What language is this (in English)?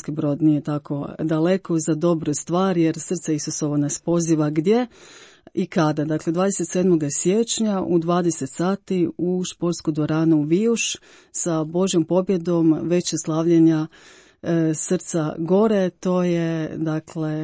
Croatian